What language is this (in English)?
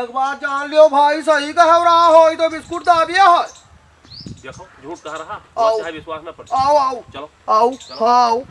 Awadhi